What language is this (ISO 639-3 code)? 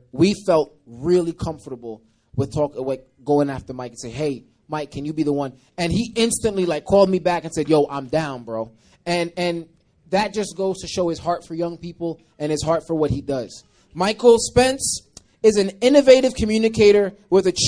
eng